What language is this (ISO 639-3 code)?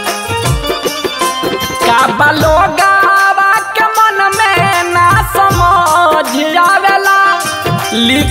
bho